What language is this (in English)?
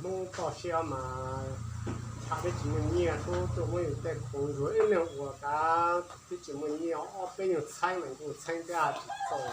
Hmong